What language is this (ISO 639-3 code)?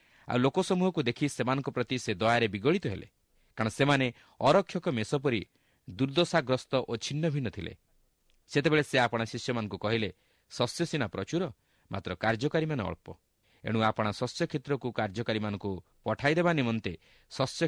ori